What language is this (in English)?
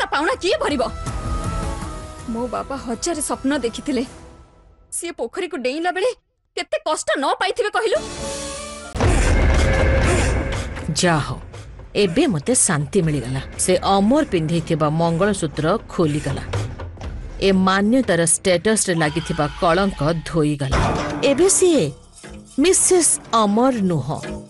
Odia